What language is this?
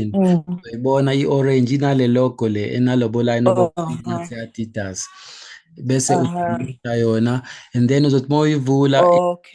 Zulu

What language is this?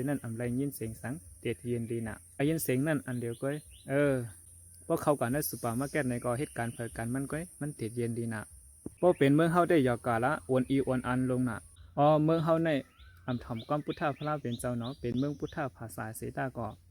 Shan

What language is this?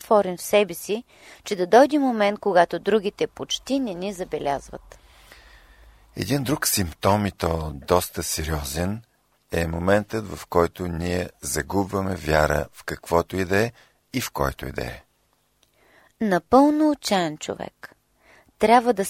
Bulgarian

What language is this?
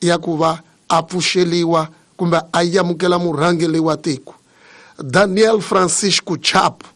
Tsonga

